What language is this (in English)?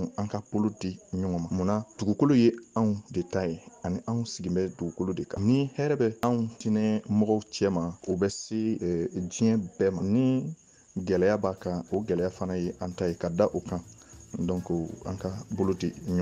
Bambara